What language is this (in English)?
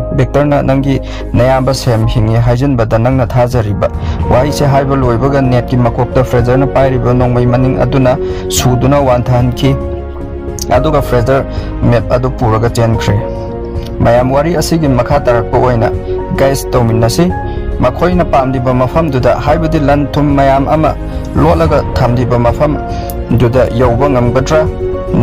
Manipuri